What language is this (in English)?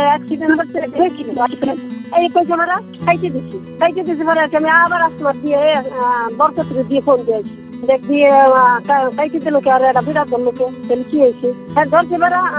Bangla